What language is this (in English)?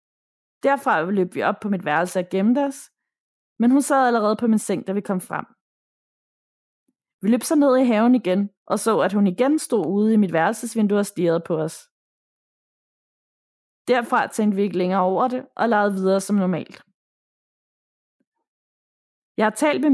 Danish